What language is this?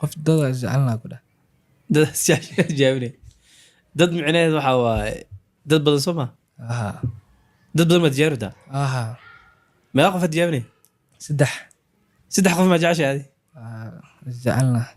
Somali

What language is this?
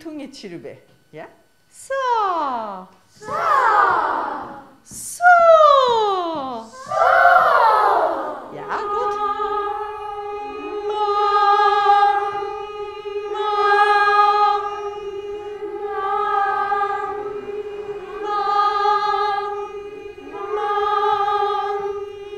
Danish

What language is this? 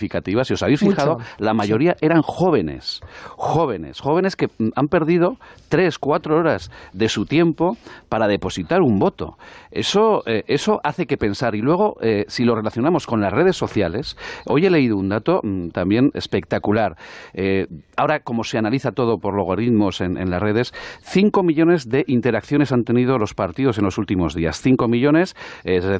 Spanish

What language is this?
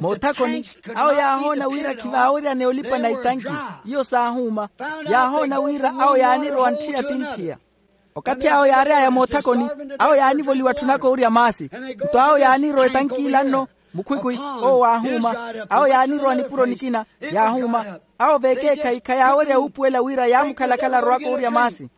Makhuwa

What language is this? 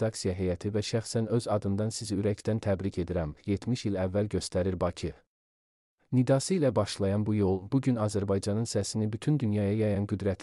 Azerbaijani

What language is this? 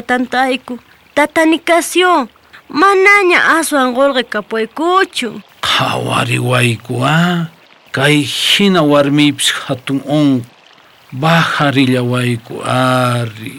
South Bolivian Quechua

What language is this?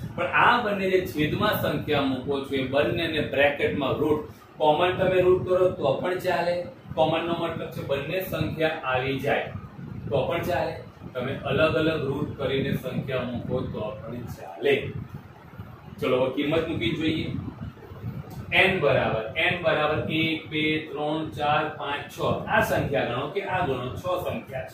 Gujarati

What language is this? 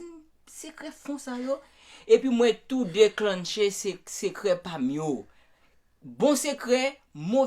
Haitian Creole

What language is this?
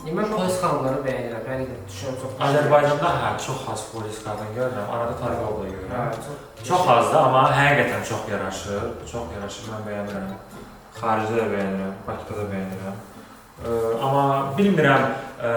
Azerbaijani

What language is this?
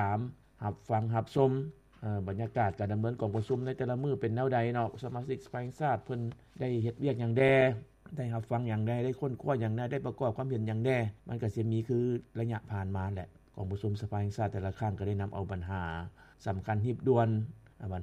Lao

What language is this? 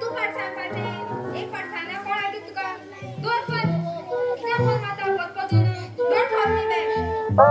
Konkani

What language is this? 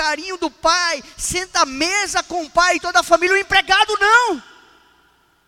Portuguese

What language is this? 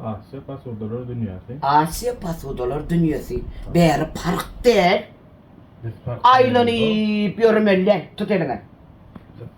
Turkmen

